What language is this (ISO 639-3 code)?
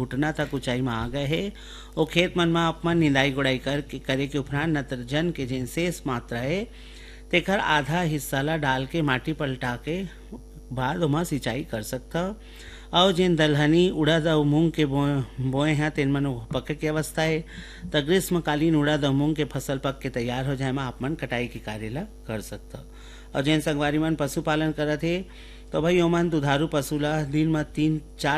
hne